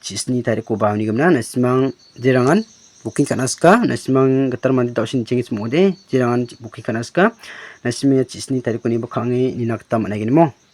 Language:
Garo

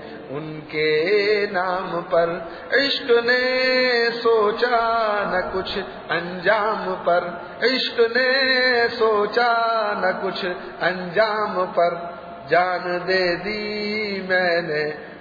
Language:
Urdu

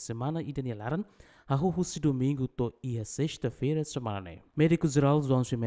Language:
Tetum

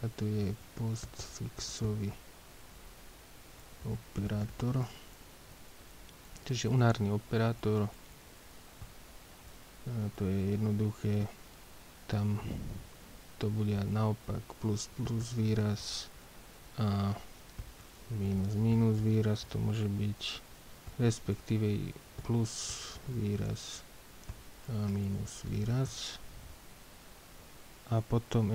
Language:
Slovak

